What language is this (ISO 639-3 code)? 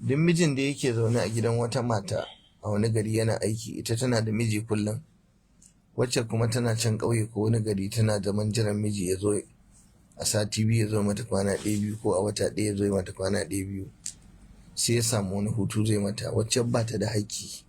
hau